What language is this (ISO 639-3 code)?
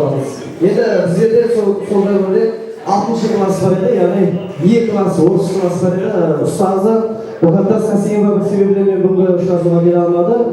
kaa